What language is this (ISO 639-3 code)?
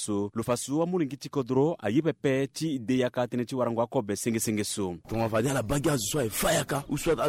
sag